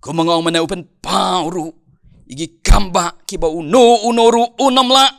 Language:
Khasi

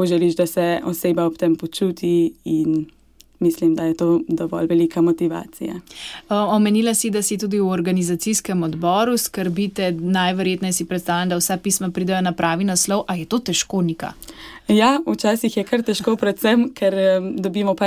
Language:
Slovenian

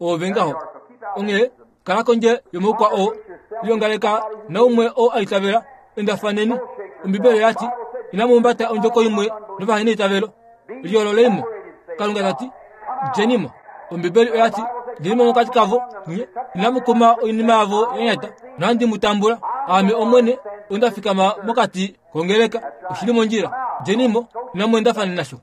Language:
Kuanyama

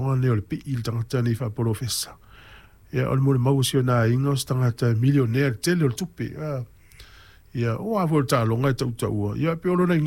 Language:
Samoan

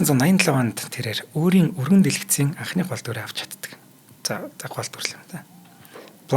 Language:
Mongolian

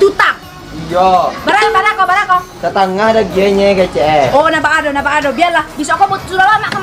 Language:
Minangkabau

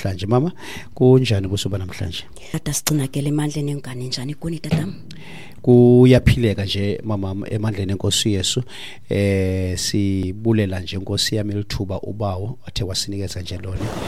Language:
Xhosa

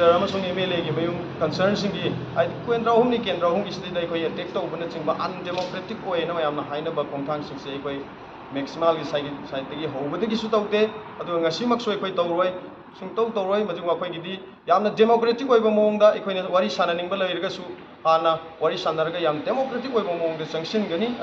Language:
Manipuri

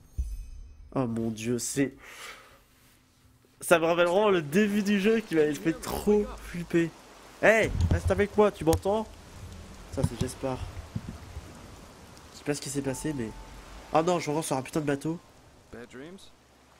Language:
French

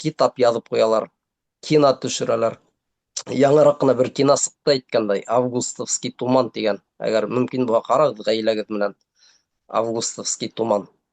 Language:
Bashkir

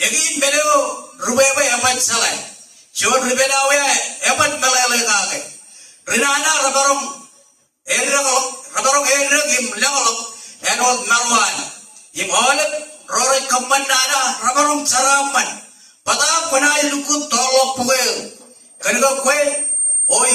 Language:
Marshallese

